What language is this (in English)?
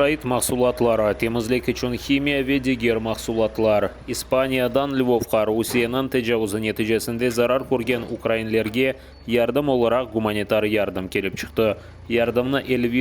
Crimean Tatar